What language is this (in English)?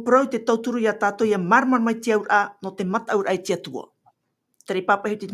Tahitian